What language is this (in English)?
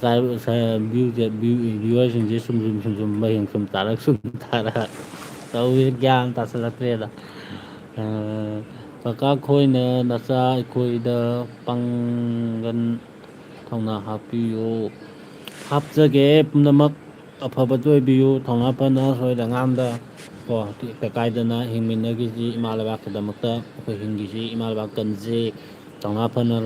Manipuri